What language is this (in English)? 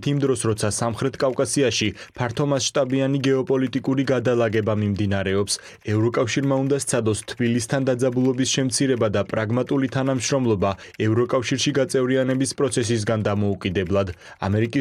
Georgian